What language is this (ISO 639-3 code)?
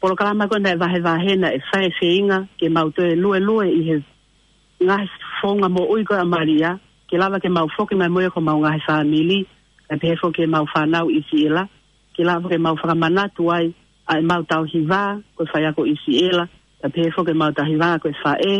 ton